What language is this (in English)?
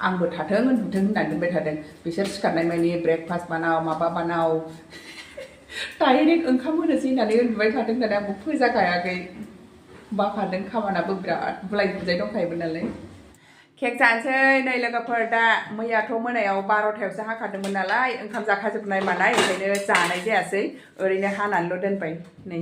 Bodo